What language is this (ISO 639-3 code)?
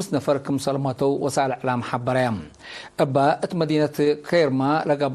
tig